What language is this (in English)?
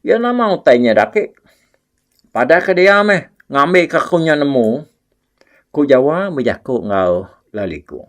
Iban